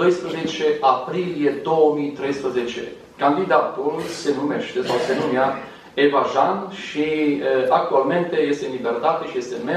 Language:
Romanian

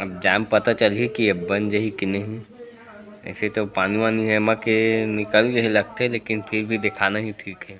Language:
Chhattisgarhi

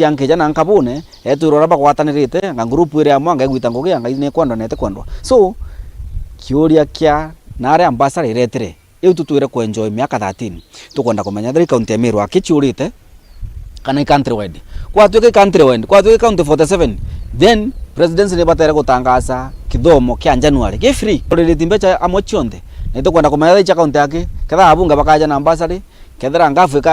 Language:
Meru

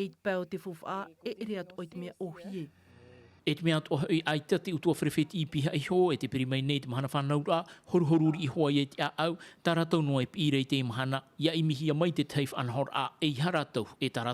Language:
Tahitian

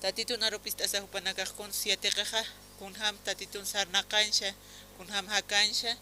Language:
Aymara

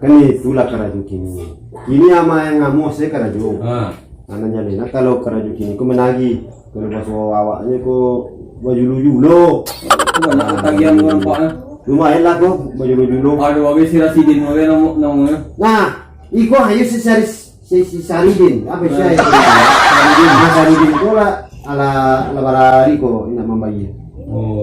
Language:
Minangkabau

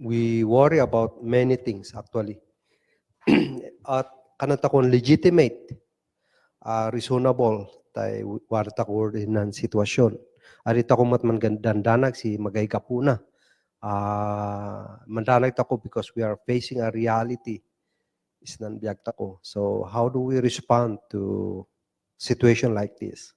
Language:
Kankanaey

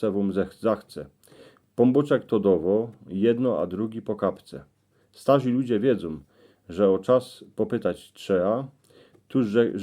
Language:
Silesian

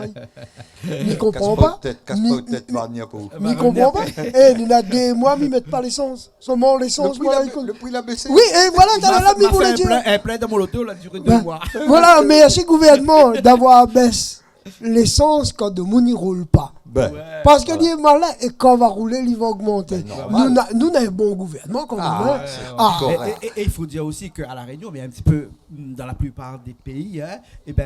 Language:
Réunion Creole French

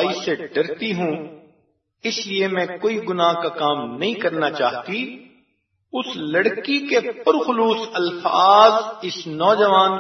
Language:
Urdu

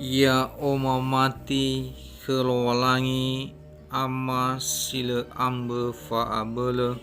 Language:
Nias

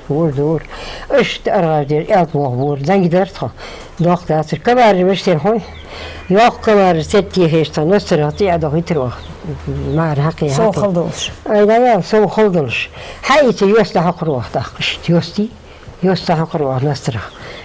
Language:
Ingush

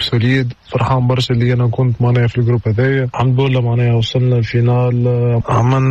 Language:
Tunisian Arabic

